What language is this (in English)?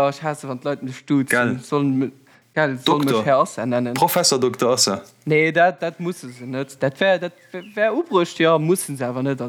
Luxembourgish